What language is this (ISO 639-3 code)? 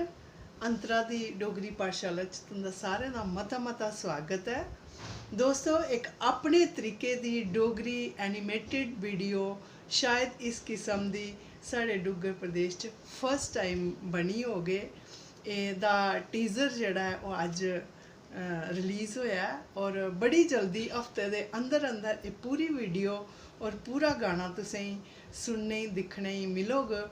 doi